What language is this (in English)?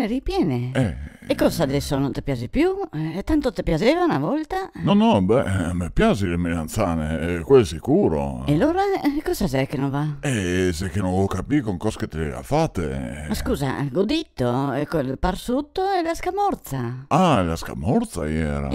Venetian